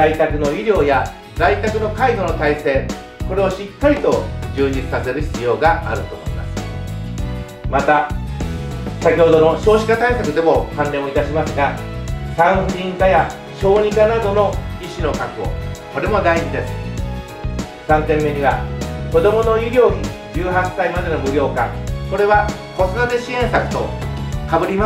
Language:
Japanese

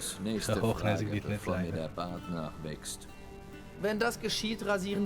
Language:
Swiss German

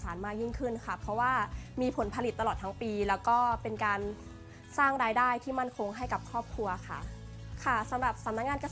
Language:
Thai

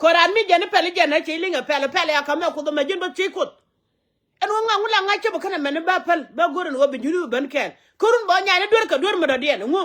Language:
Nuer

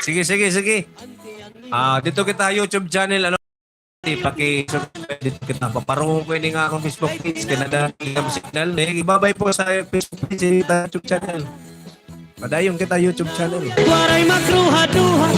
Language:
Waray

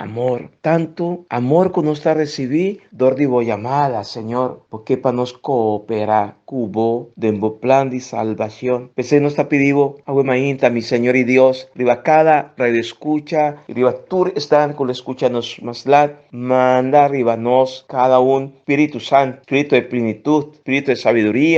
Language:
Papiamento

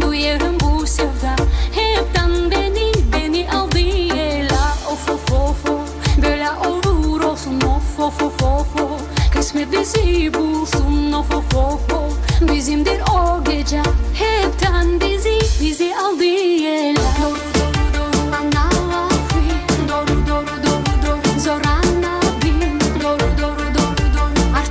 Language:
Gagauz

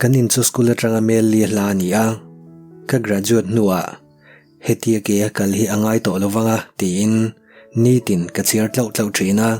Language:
Mizo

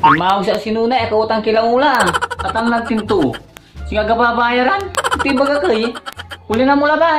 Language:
Pangasinan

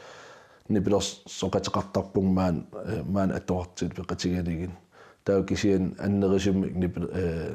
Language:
Kalaallisut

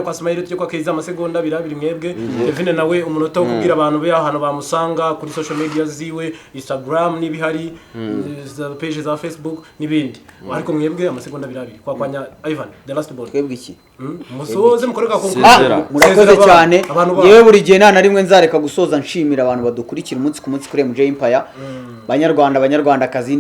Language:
Kinyarwanda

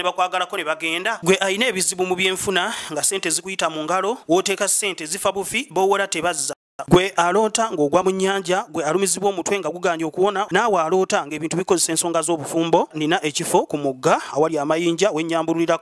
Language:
Ganda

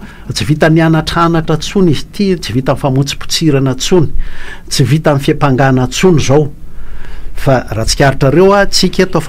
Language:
Malagasy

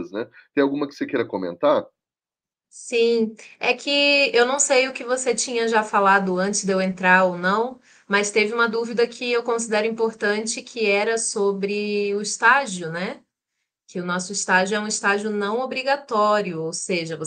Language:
Portuguese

